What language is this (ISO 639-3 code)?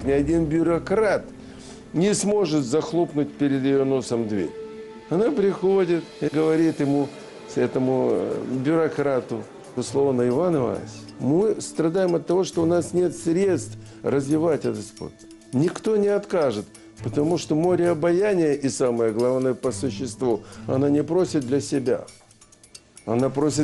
rus